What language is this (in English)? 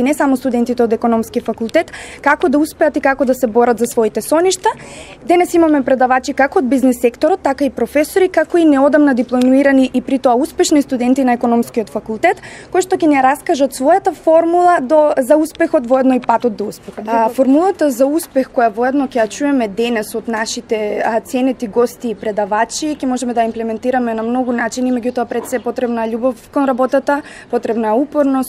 Macedonian